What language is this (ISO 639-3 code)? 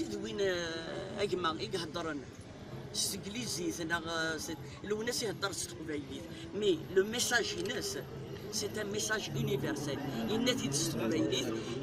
kab